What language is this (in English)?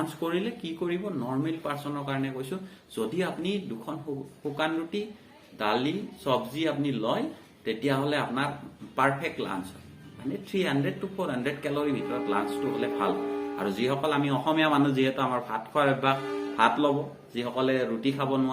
Assamese